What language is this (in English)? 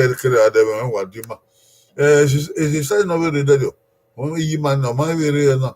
Bini